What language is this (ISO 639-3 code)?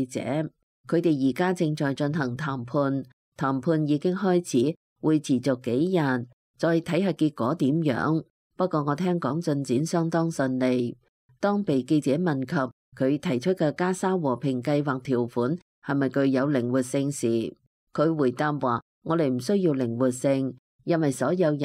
yue